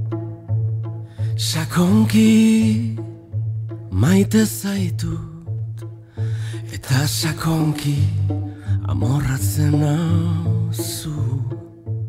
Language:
Basque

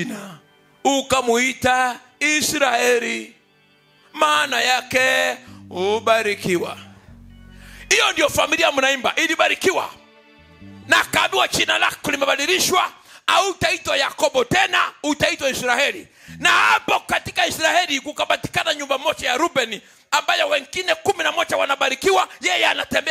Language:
Swahili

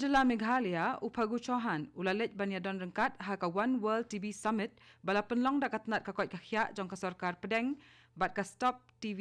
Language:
Khasi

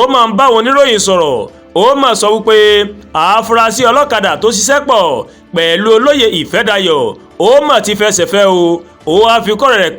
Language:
Yoruba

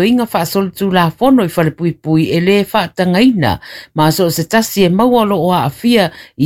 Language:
Samoan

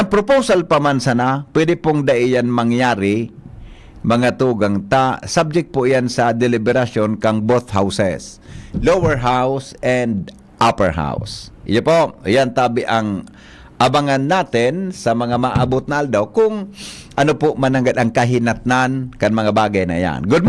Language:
Bikol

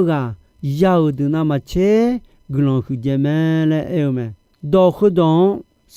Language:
Akha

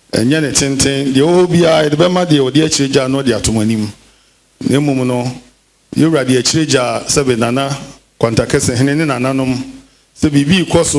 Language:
Akan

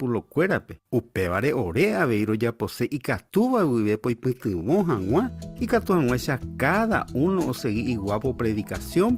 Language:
Guarani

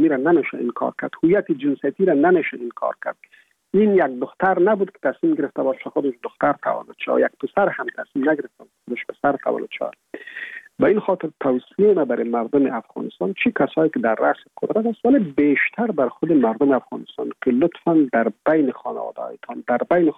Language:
Persian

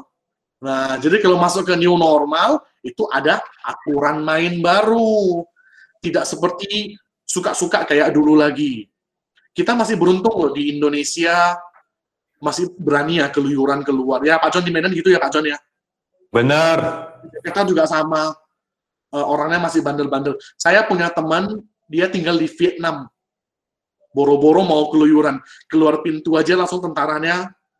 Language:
Indonesian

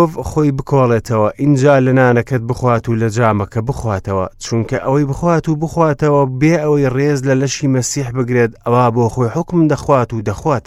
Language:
Central Kurdish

